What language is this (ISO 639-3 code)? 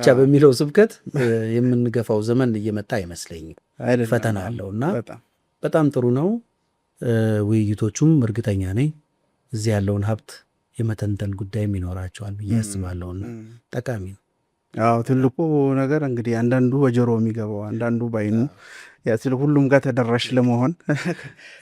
amh